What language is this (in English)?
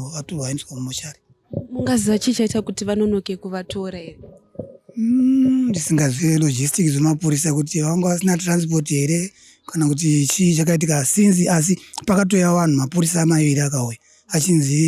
Shona